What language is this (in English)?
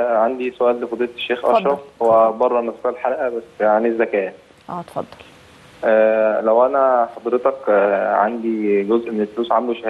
Egyptian Arabic